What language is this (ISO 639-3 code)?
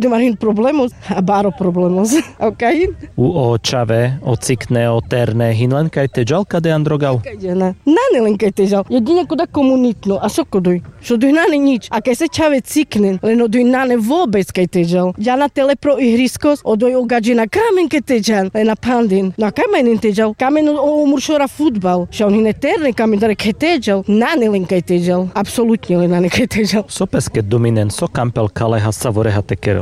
rmc